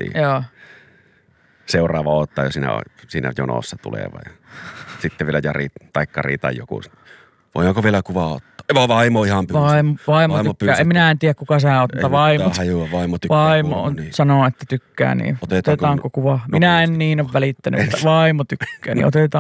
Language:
Finnish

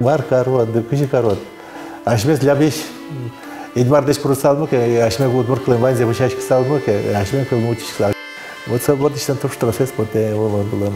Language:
Udmurt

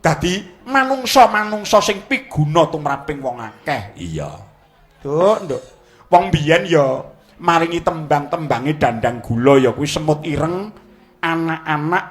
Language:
Javanese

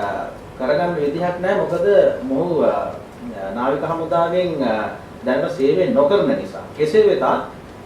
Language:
Sinhala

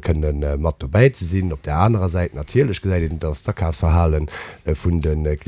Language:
Luxembourgish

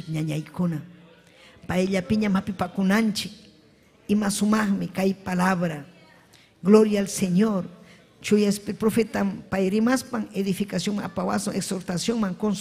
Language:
Ayacucho Quechua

